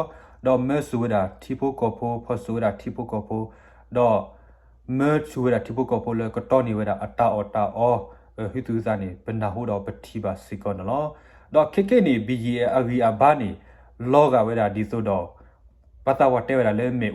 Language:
S'gaw Karen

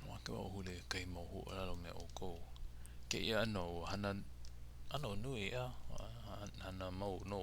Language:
Hawaiian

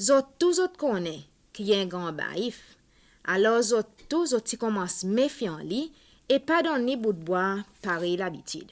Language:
Seselwa Creole French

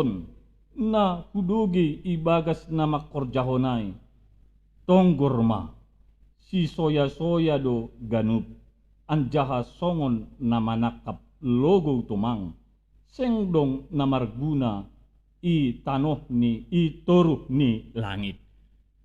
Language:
Batak Simalungun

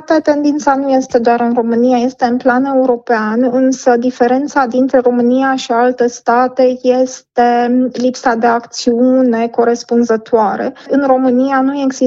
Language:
Romanian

